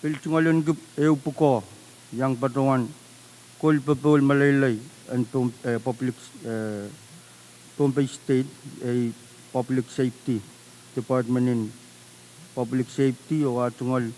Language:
Pohnpeian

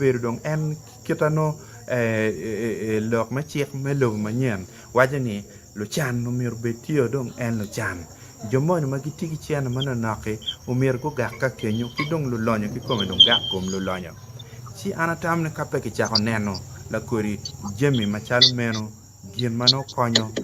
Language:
Acoli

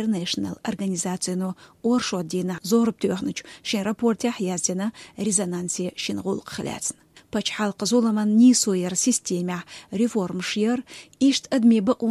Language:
Chechen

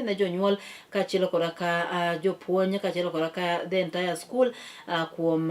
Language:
Luo (Kenya and Tanzania)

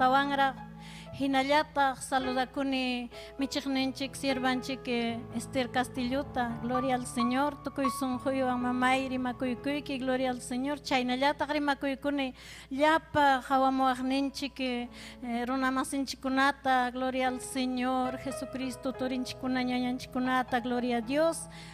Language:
Ayacucho Quechua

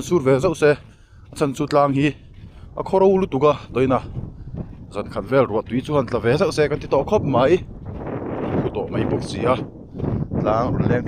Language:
Mizo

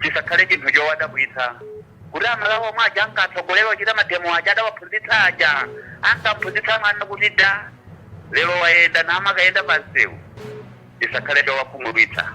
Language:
Nyanja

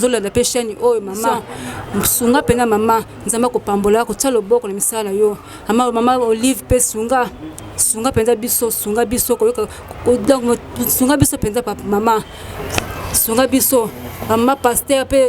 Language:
Lingala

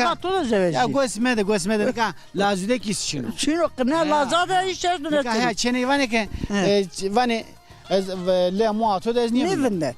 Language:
Zaza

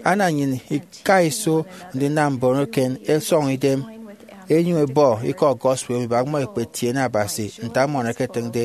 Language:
Efik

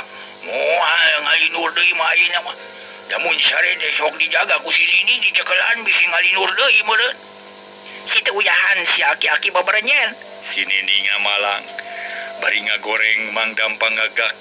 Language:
Sundanese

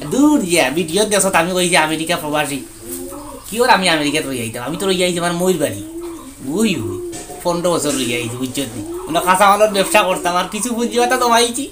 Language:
Sylheti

